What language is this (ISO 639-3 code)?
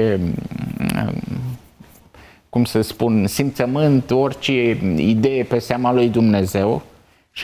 ron